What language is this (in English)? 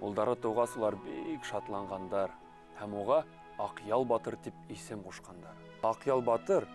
Bashkir